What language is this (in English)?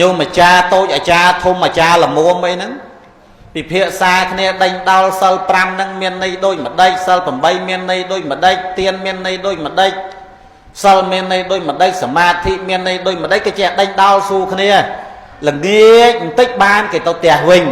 Khmer